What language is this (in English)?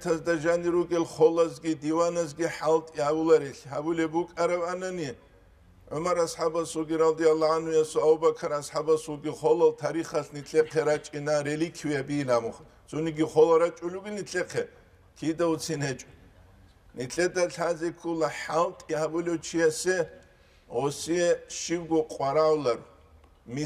Avaric